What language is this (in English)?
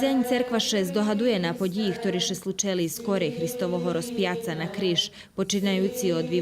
Rusyn